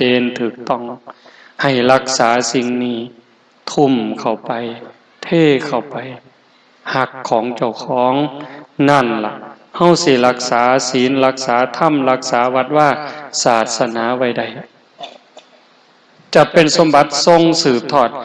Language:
Lao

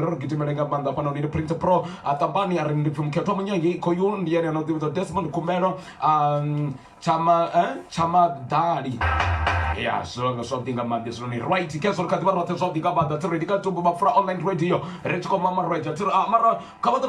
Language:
Venda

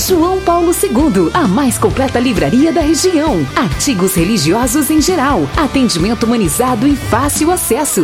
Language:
Portuguese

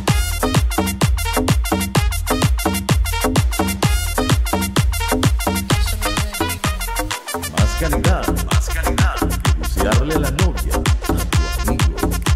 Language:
Spanish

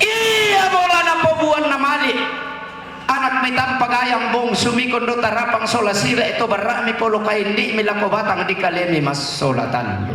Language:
Toraja-Sa'dan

